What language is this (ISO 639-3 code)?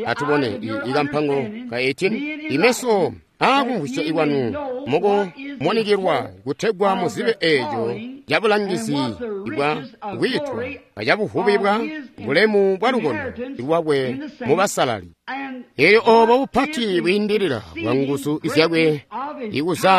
toi